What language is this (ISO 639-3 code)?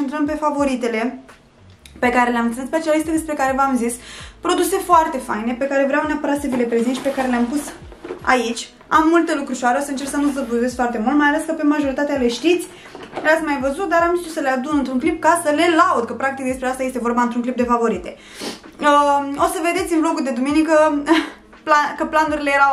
ron